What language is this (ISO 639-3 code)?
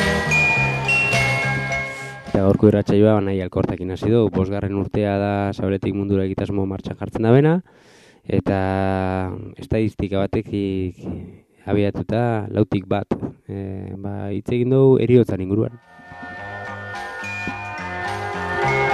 eus